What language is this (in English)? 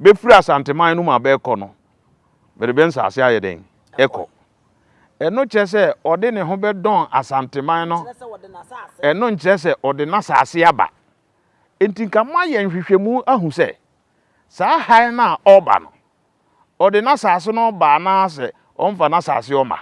Akan